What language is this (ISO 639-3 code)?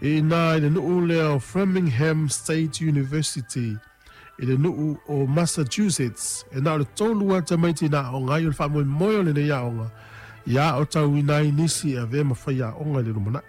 smo